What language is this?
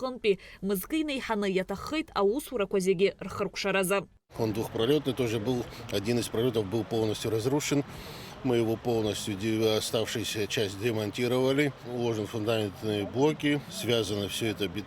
Abkhazian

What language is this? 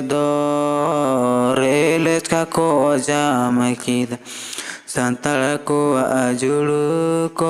Santali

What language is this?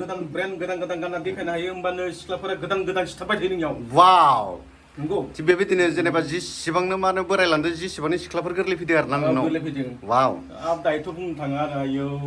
Bodo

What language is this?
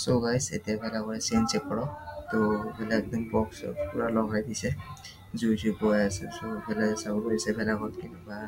Assamese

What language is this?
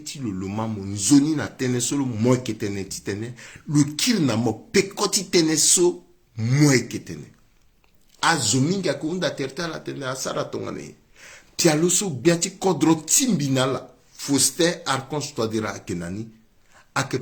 Sango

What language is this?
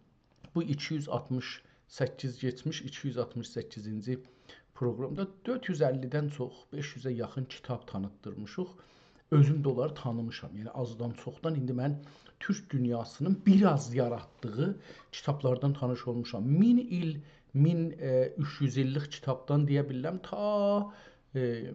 South Azerbaijani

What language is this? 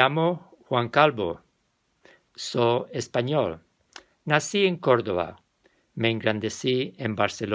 Ladino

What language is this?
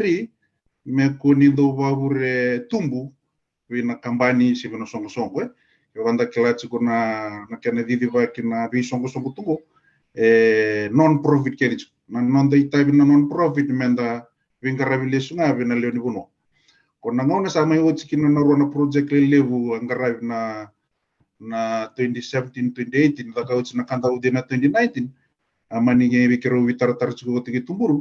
Fijian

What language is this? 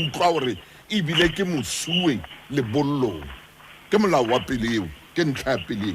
Southern Sotho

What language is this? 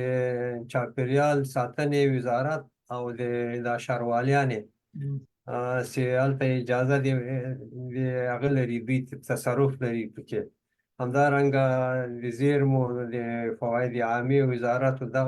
Pashto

